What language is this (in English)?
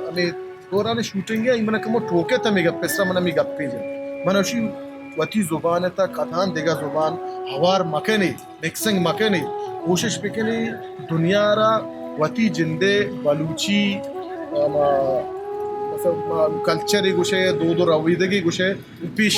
Baluchi